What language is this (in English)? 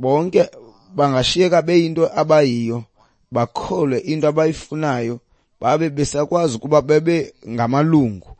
Xhosa